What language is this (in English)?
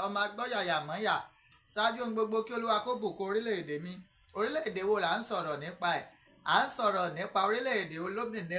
Yoruba